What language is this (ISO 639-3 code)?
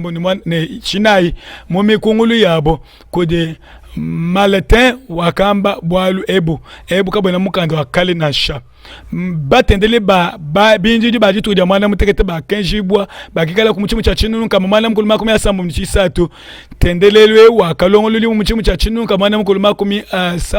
lua